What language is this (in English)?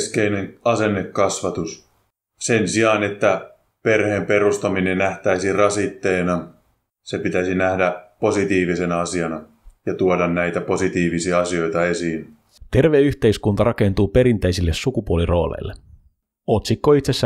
Finnish